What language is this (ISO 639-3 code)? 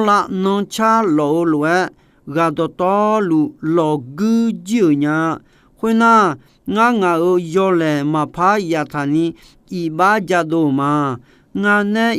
ahk